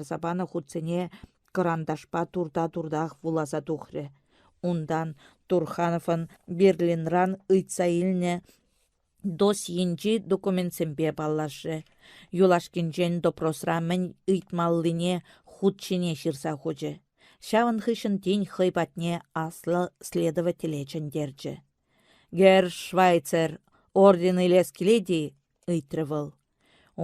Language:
Chuvash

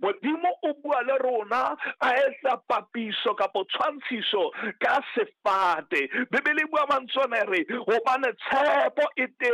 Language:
Southern Sotho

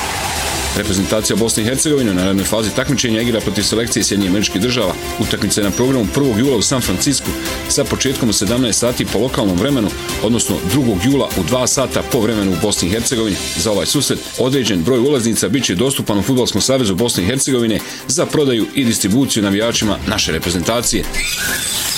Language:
Bosnian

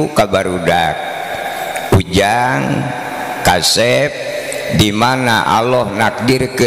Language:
Sundanese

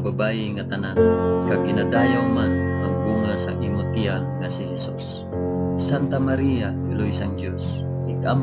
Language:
Hiligaynon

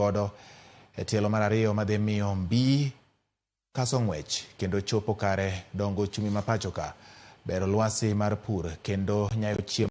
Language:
Luo (Kenya and Tanzania)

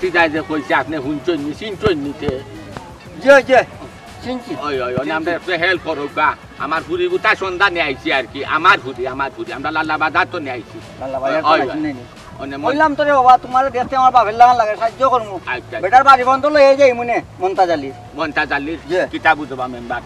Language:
Sylheti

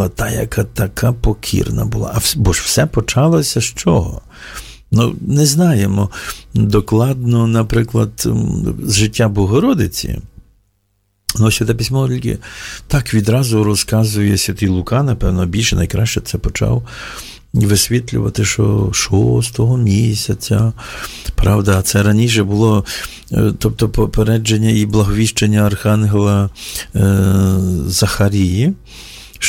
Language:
Ukrainian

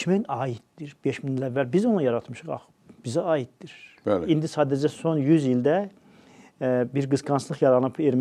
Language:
Azerbaijani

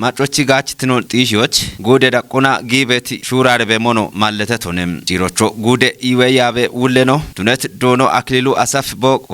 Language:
Kafa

